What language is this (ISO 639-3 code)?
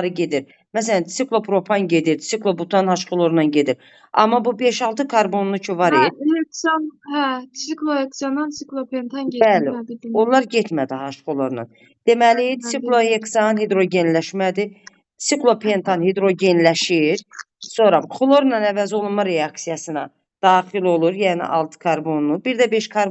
aze